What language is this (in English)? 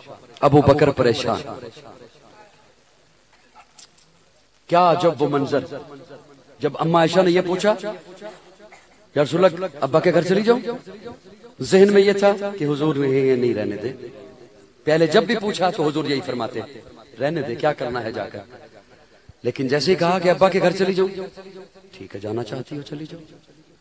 Urdu